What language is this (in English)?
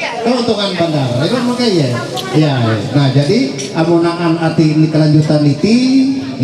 Ma'anyan